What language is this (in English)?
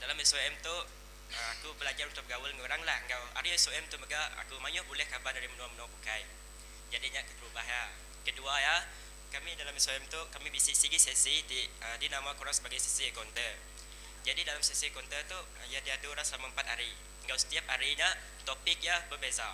Iban